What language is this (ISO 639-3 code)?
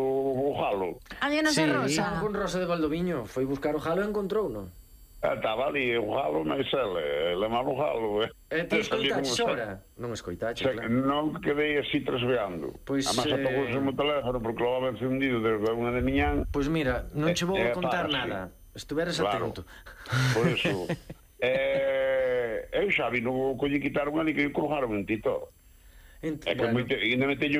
glg